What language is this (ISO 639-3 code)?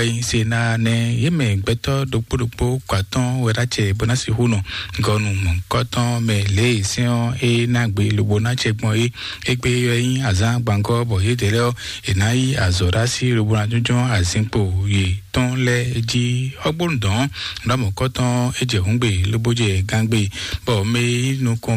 fon